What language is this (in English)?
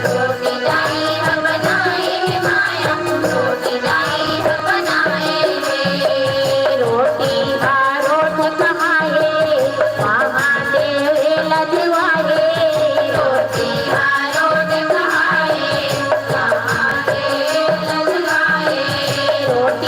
Chhattisgarhi